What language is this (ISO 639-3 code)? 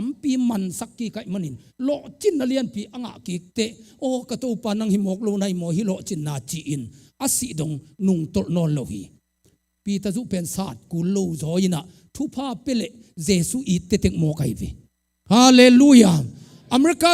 ctd